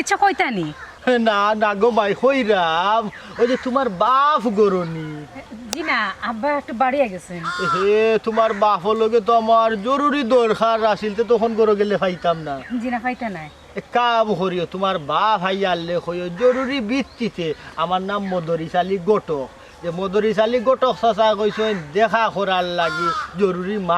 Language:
Sylheti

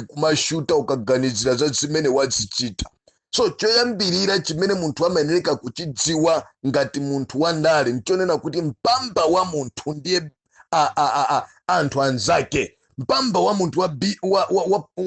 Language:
Nyanja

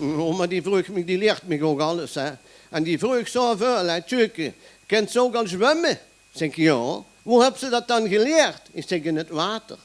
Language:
Limburgish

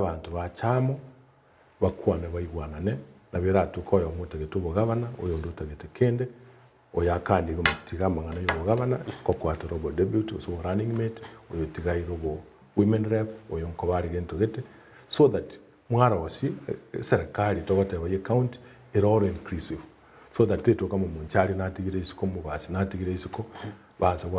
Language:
Gusii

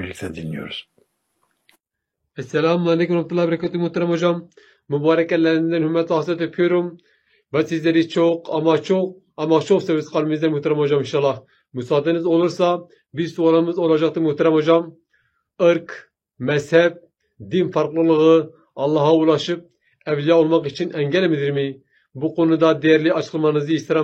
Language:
Turkish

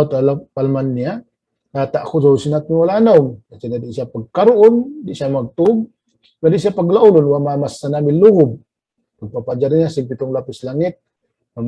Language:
Tausug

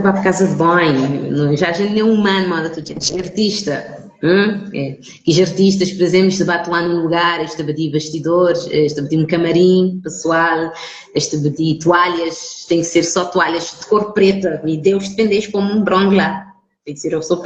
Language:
Kabuverdianu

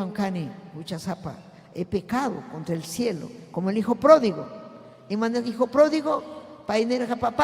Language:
Ayacucho Quechua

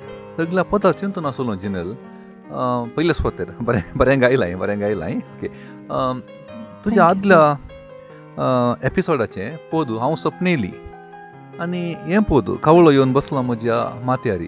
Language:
Konkani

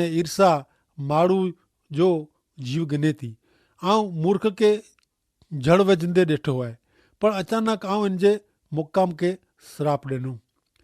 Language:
Kachhi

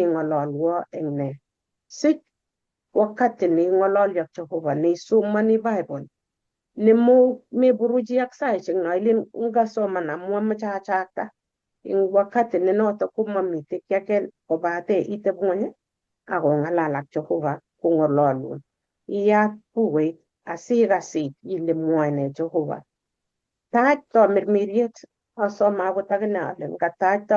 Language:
Kalenjin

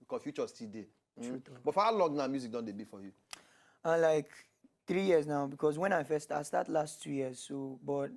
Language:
Nigerian Pidgin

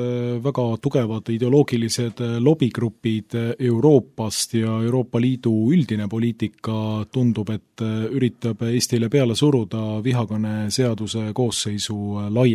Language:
Estonian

